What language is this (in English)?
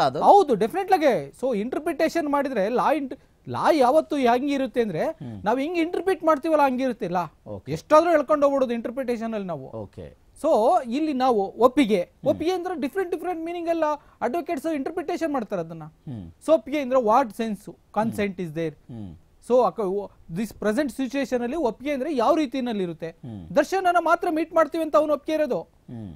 Kannada